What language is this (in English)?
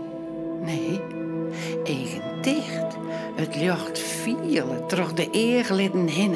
Western Frisian